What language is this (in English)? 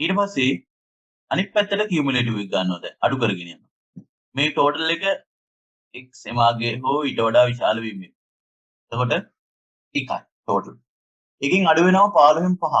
Sinhala